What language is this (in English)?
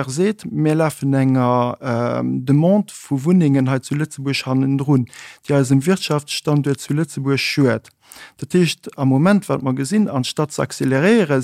Luxembourgish